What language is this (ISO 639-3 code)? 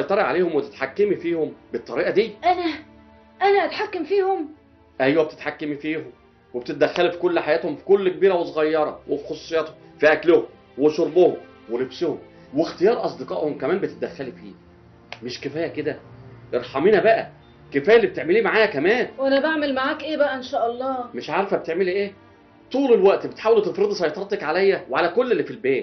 arz